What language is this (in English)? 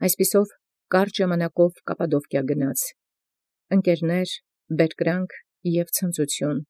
Armenian